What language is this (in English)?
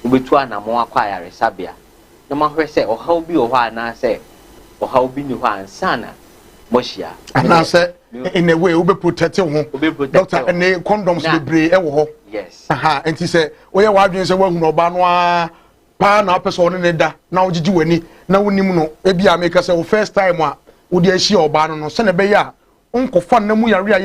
Akan